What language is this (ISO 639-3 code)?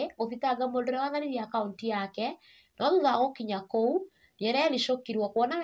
kik